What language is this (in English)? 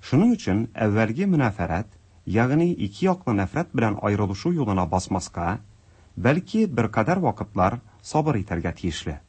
Tatar